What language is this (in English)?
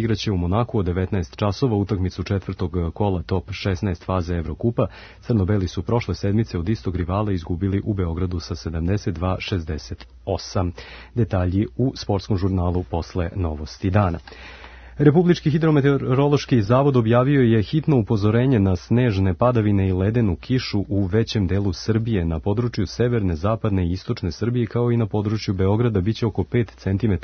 Serbian